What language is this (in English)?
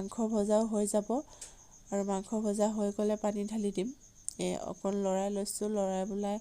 Assamese